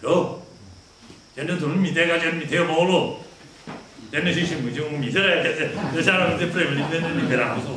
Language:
Tangkhul Naga (India)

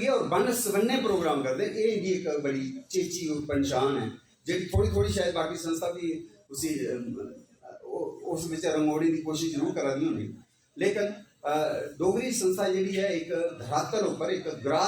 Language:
Dogri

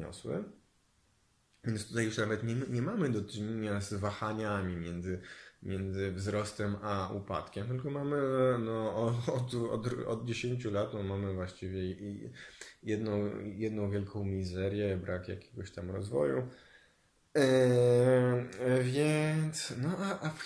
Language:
Polish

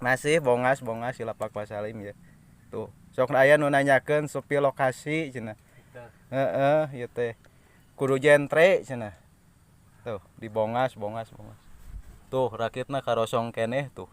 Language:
Sundanese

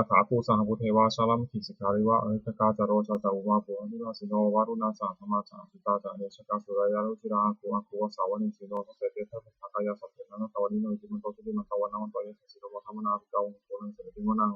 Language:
Pali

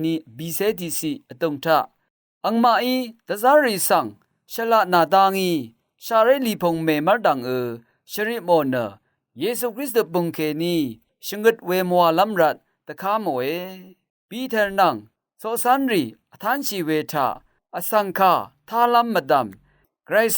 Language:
Rawang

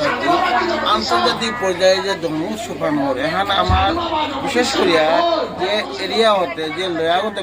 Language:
Bishnupriya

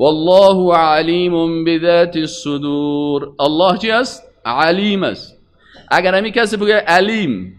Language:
Persian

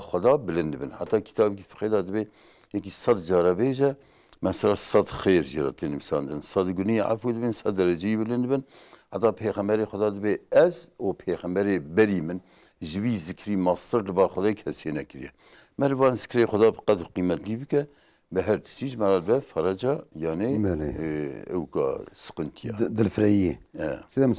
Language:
Kurdish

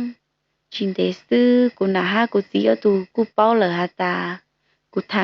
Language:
Hmong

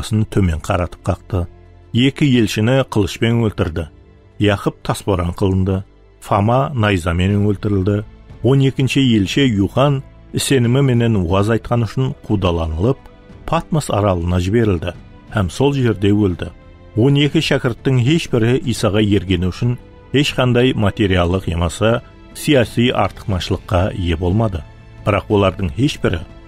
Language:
Kara-Kalpak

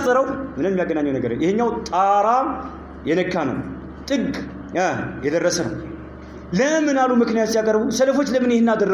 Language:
Amharic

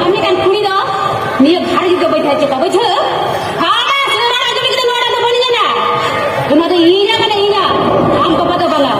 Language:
Santali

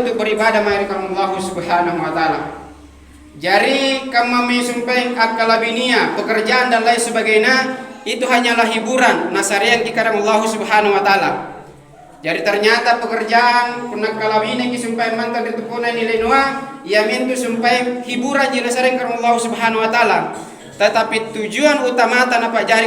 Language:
Makasar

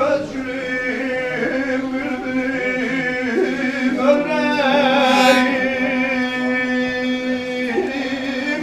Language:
South Azerbaijani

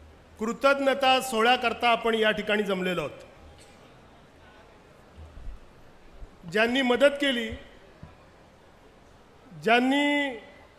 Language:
Marathi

